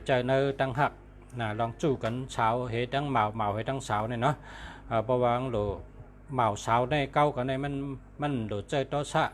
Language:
Shan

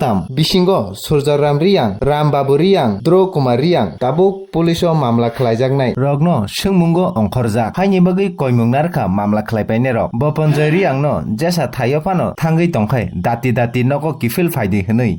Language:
Kok Borok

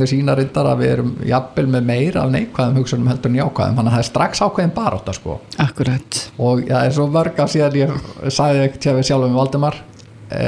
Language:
Icelandic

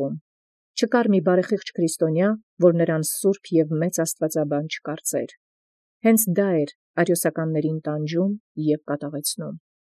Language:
Armenian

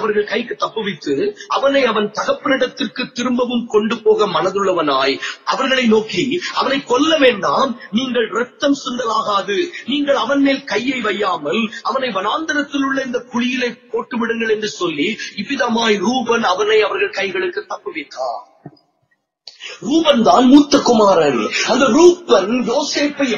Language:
Tamil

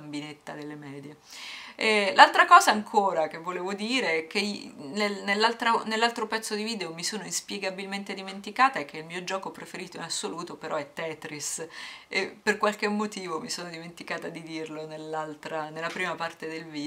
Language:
Italian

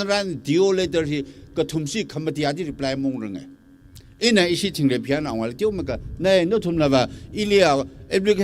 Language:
Tangkhul Naga (India)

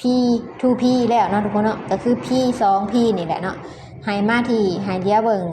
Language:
Lao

